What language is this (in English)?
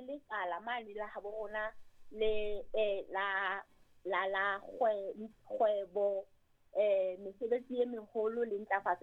Southern Sotho